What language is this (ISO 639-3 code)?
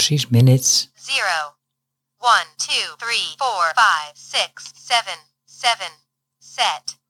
nld